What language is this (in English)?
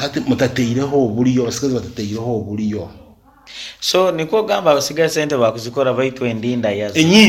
Nyankole